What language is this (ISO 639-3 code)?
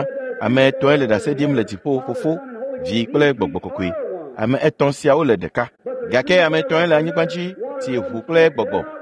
ewe